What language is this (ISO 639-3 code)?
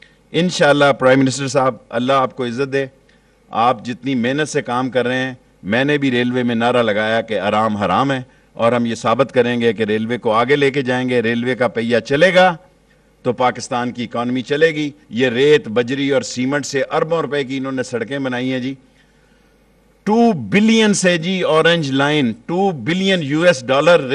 urd